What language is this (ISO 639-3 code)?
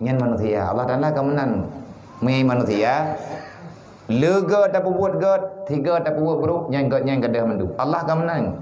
ace